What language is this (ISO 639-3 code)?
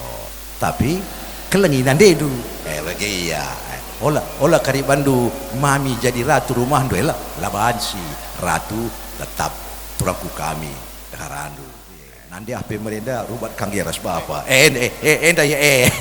btx